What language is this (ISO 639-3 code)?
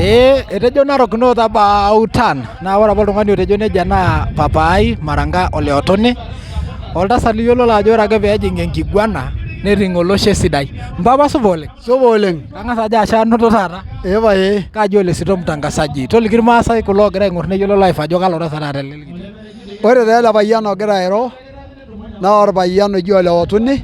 mas